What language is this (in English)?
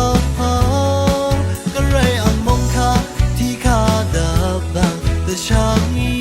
Rawang